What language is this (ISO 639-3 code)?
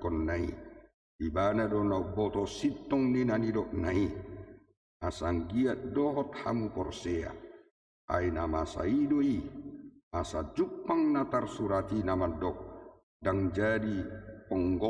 bbc